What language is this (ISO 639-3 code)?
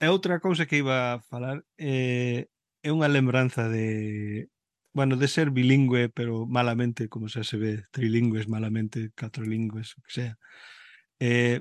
glg